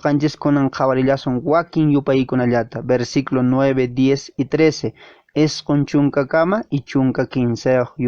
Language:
Quechua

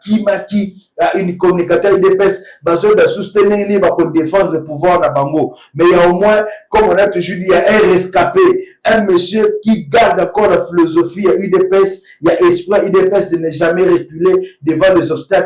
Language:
Lingala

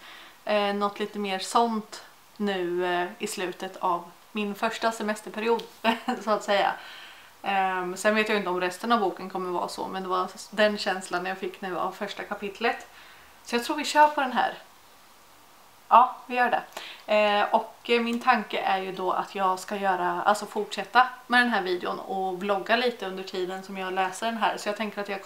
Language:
Swedish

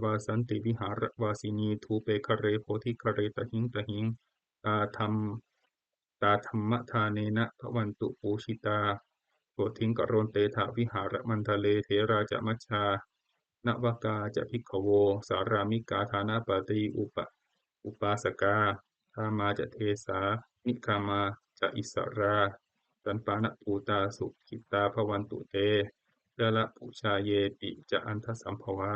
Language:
Pali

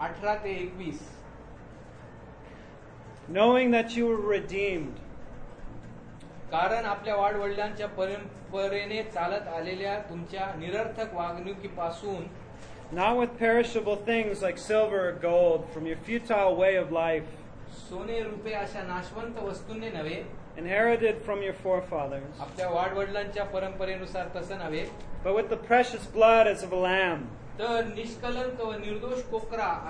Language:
Marathi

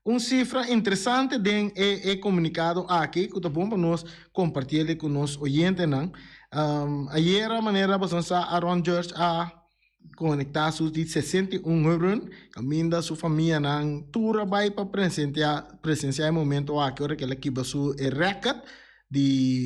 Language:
Papiamento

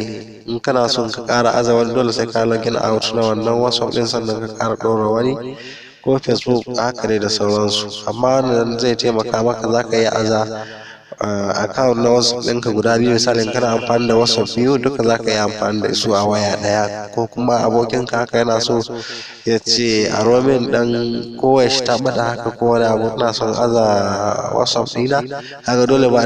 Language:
Hausa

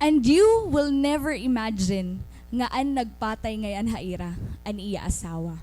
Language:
Waray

